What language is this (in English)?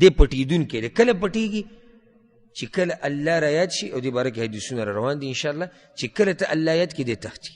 Pashto